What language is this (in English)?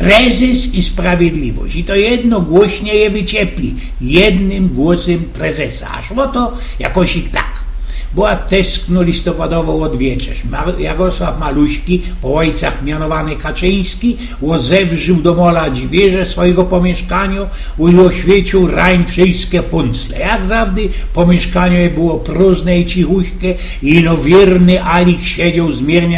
Silesian